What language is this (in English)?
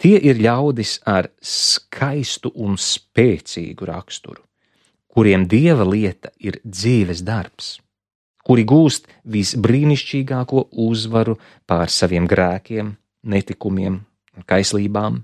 Latvian